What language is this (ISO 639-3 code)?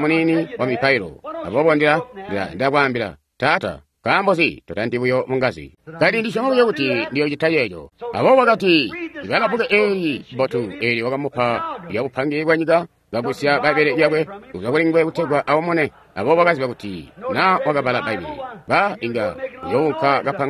toi